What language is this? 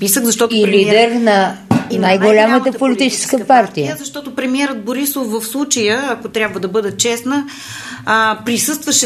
Bulgarian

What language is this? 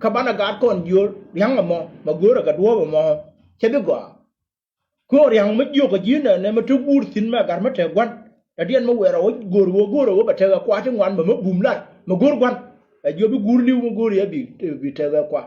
Nuer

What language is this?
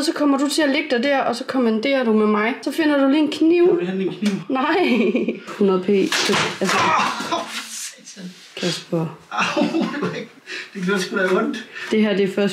Danish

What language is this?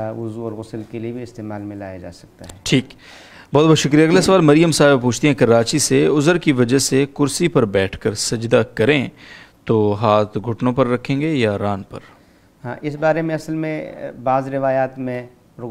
Urdu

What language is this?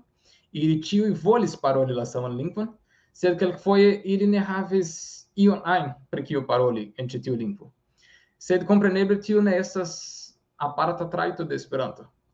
Esperanto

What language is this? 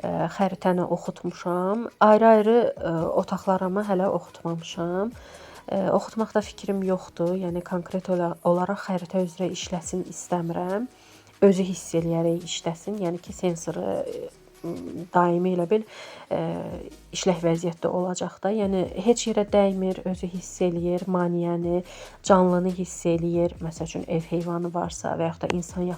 Azerbaijani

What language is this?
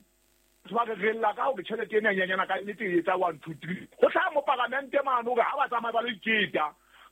Southern Sotho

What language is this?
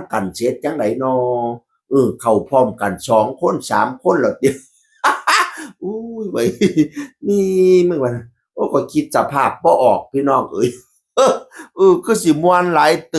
Northeastern Thai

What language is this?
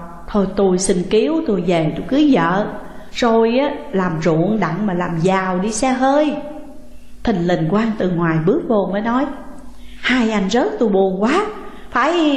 Vietnamese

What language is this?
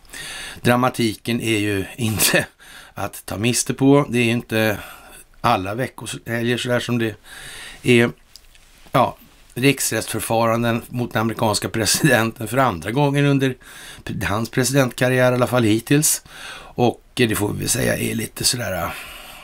Swedish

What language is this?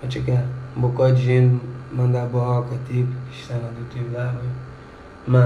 Kabuverdianu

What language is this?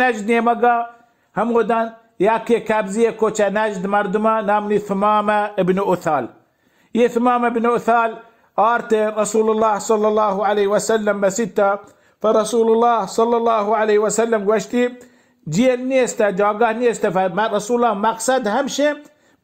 Baluchi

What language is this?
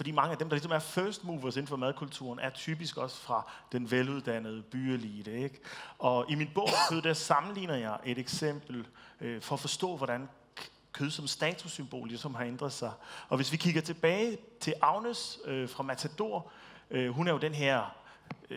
Danish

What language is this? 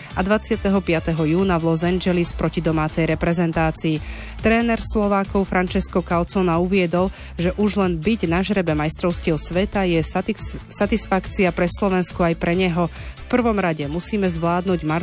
Slovak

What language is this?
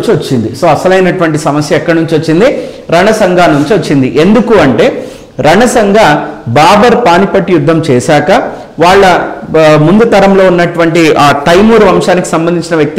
Telugu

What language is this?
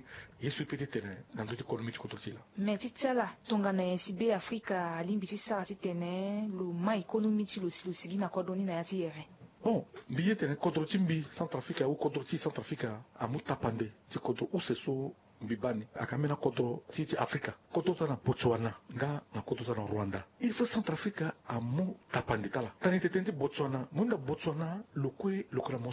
Sango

